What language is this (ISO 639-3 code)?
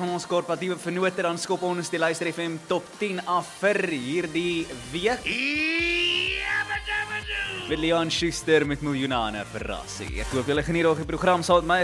afr